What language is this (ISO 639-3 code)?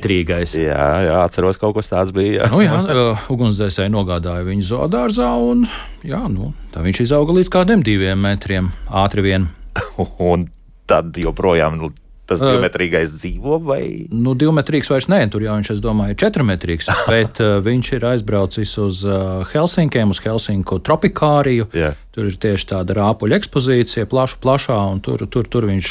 lav